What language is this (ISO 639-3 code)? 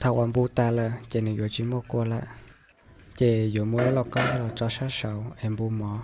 hmn